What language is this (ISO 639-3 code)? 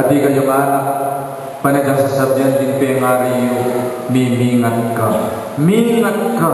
pam